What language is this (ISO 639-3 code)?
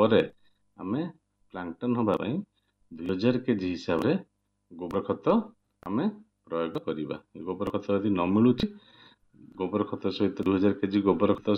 ori